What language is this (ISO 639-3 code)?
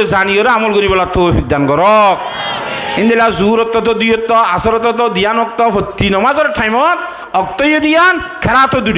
rhg